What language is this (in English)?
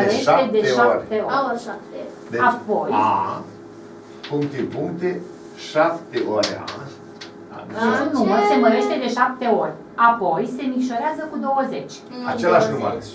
Romanian